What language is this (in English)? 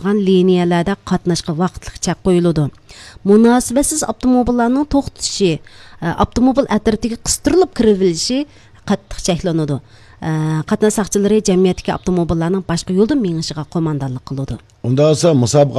Uyghur